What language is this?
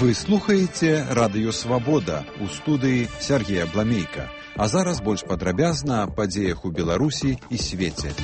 Belarusian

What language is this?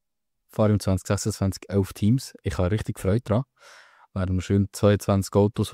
Swiss German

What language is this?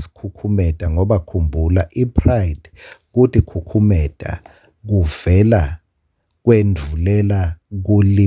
Swati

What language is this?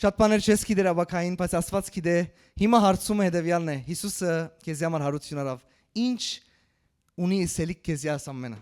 Western Armenian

